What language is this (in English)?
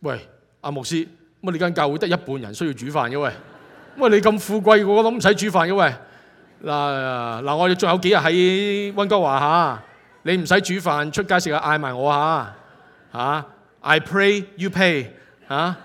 Cantonese